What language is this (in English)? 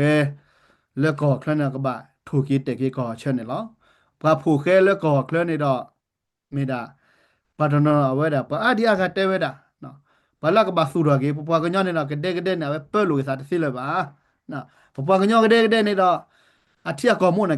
S'gaw Karen